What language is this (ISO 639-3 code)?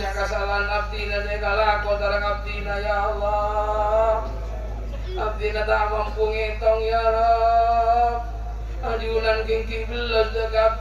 mad